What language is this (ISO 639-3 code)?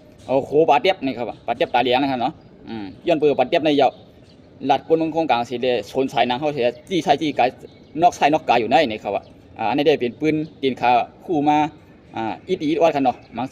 shn